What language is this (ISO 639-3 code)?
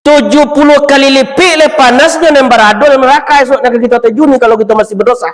min